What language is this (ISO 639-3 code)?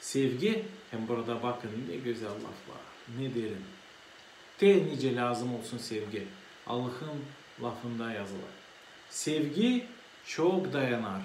gag